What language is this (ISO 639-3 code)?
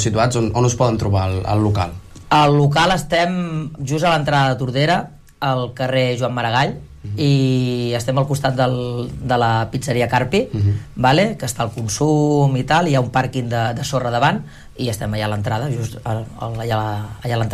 cat